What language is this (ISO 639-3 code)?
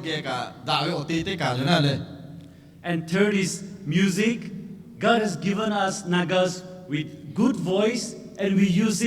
lhu